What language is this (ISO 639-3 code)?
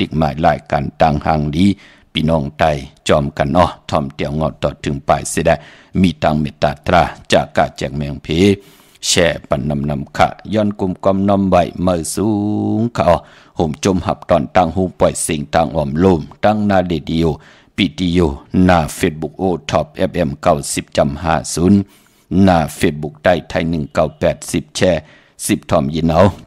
shn